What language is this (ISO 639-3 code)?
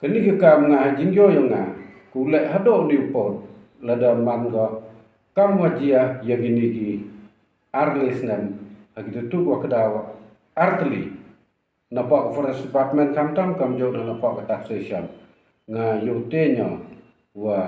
pbv